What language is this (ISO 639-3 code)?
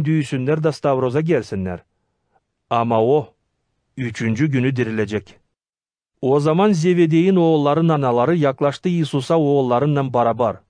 gag